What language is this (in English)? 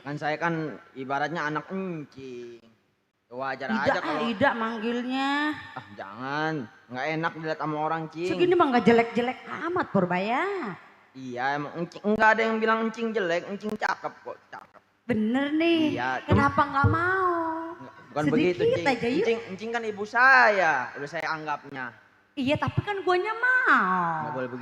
Betawi